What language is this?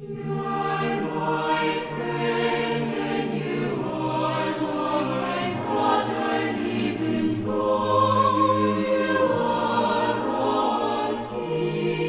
South Bolivian Quechua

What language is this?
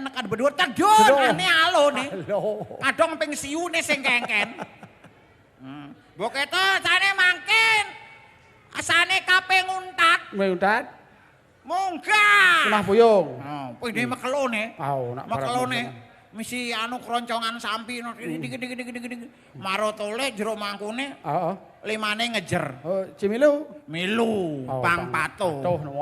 Balinese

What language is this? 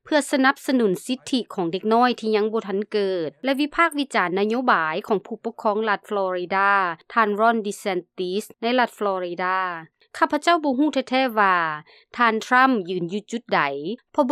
Lao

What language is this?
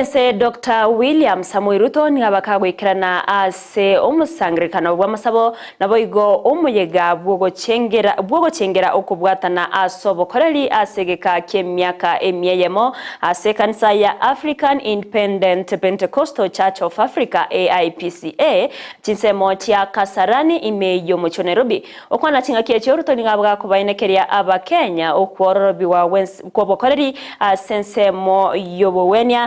Gusii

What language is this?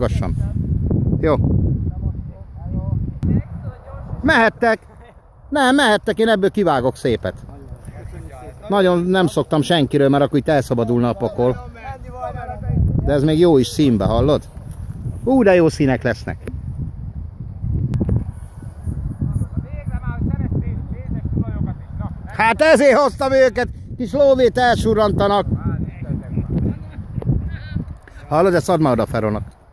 Hungarian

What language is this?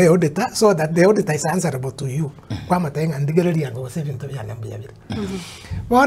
Gusii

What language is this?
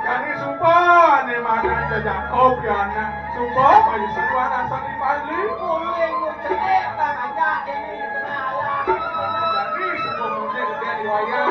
Balinese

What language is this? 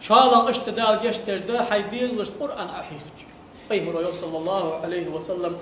Ingush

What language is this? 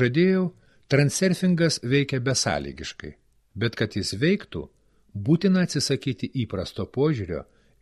Lithuanian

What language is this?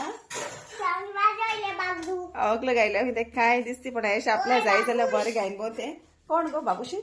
Konkani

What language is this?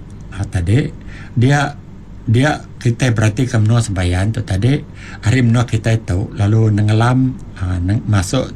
Iban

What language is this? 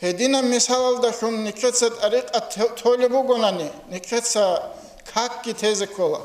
Avaric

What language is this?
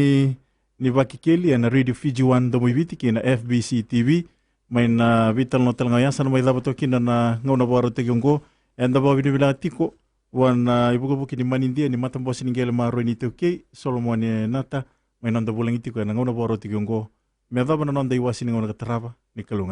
Fijian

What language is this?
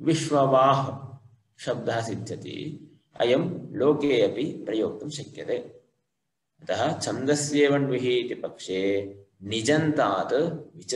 Sanskrit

